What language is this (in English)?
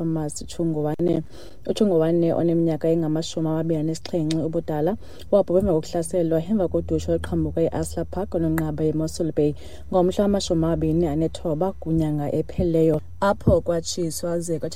Xhosa